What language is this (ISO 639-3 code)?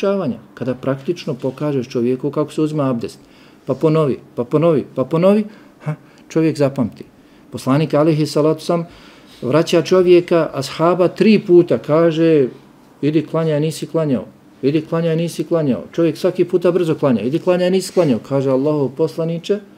bos